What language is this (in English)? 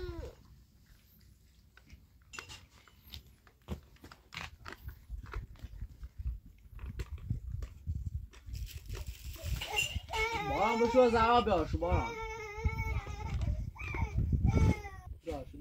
Persian